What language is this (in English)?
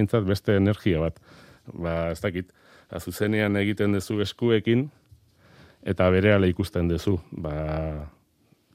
Basque